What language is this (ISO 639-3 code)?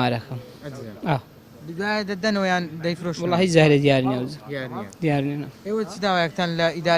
ckb